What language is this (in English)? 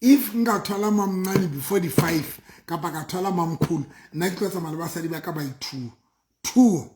Southern Sotho